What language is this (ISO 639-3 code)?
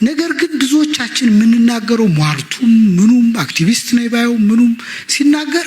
amh